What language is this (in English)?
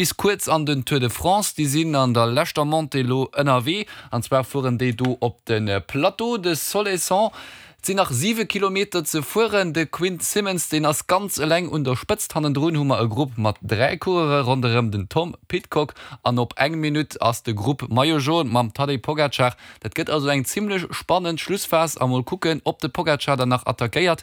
Luxembourgish